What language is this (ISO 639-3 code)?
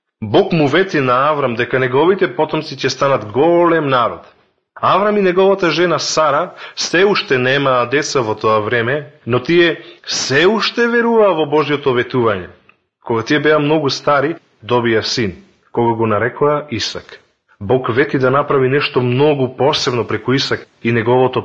mkd